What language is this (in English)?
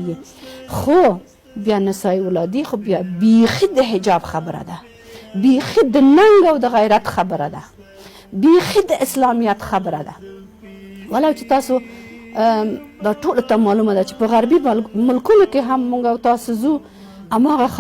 Pashto